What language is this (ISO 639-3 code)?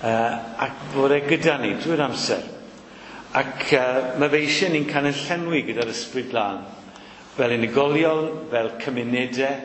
cym